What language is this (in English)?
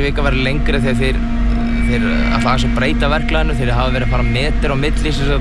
Icelandic